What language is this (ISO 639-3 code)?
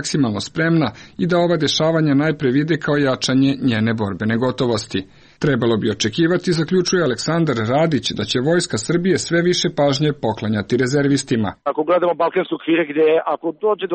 srp